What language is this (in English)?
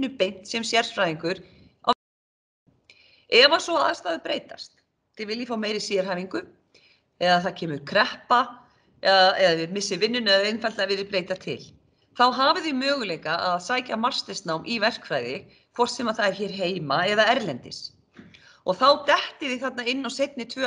Icelandic